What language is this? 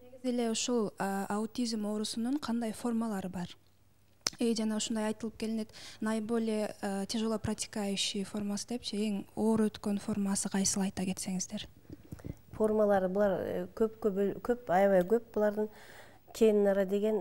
Kyrgyz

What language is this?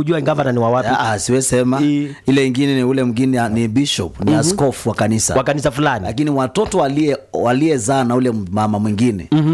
Swahili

